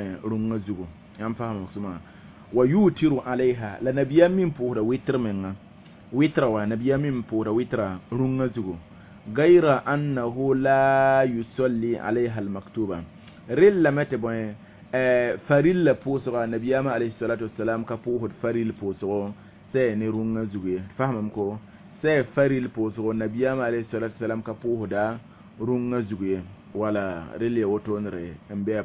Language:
Mossi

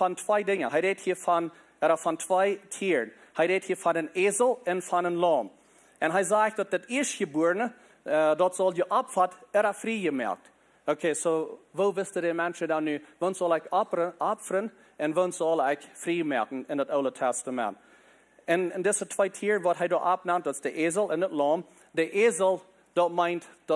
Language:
Plautdietsch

